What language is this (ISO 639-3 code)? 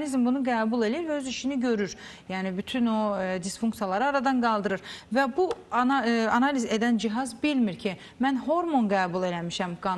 aze